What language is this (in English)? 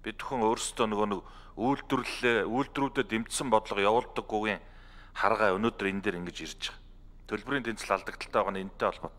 Mongolian